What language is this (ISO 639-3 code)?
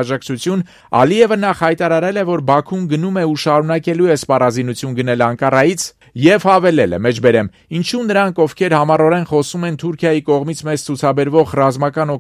hye